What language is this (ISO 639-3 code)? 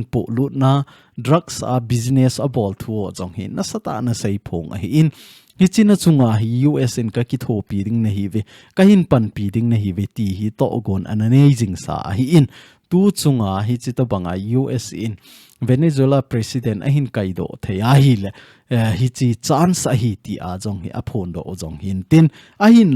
tcz